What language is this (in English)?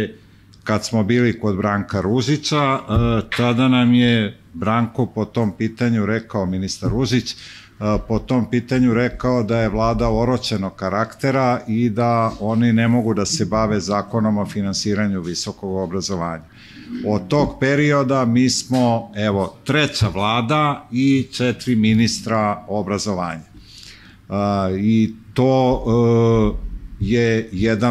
Serbian